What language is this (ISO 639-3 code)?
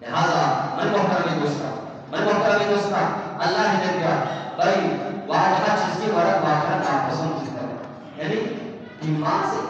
bgp